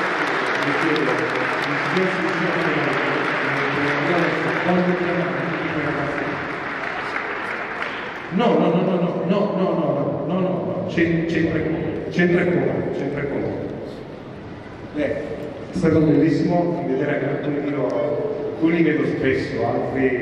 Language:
Italian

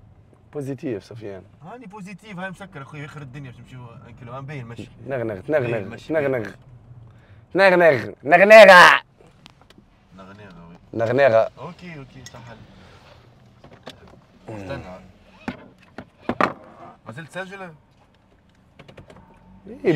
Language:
Tunisian Arabic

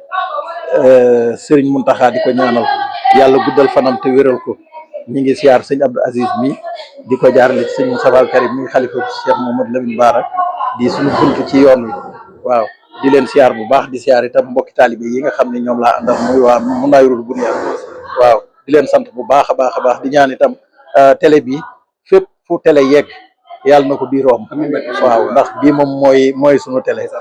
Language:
Wolof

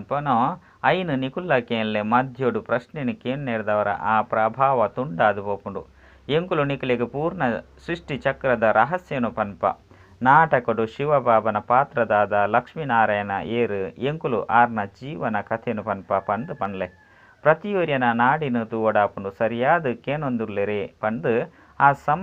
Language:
Tulu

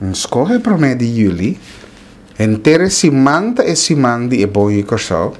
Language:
Papiamento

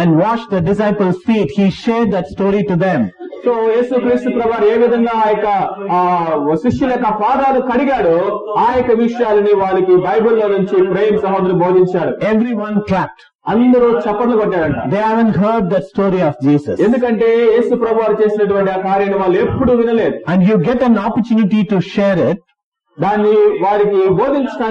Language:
Telugu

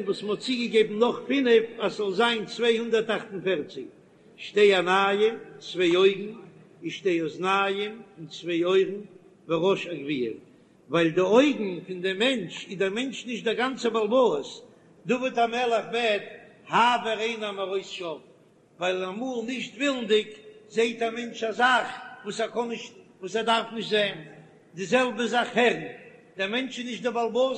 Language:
Yiddish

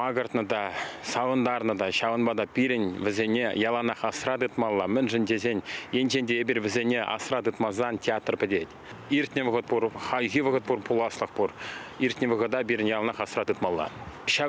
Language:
Chuvash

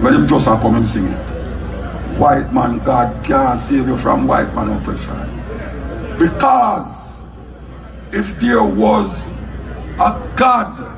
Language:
Jamaican Creole English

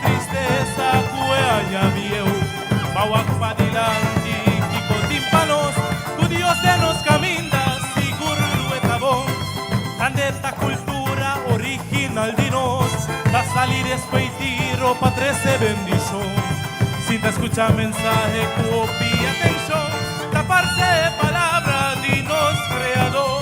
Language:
Papiamento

